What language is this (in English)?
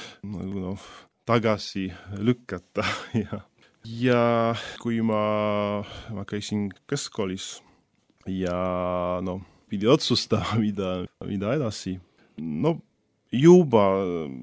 Estonian